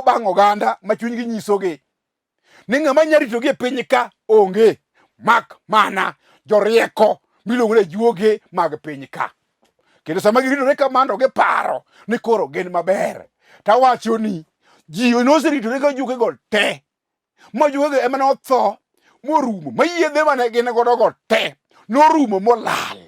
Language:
Luo (Kenya and Tanzania)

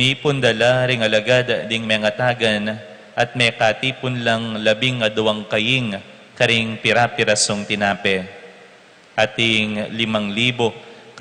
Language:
Pampanga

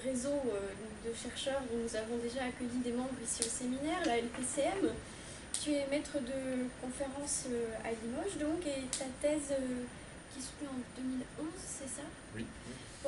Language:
French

